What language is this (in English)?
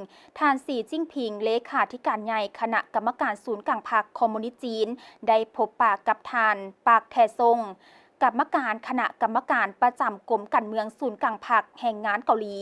Lao